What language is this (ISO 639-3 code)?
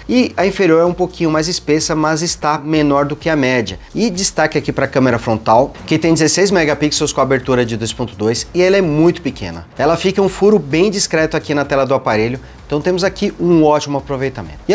por